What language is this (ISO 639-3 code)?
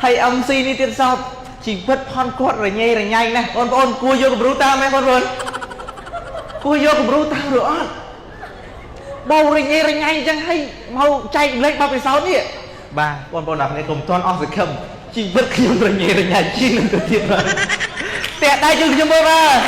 khm